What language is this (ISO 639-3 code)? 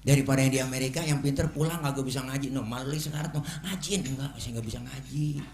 bew